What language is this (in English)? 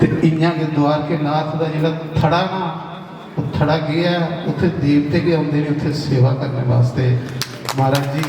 Dogri